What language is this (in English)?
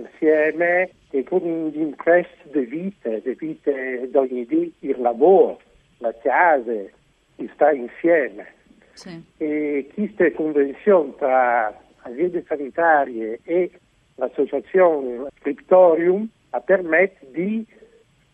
Friulian